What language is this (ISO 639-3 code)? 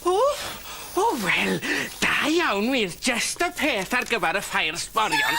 cym